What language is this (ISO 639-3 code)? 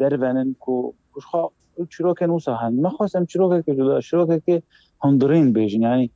kur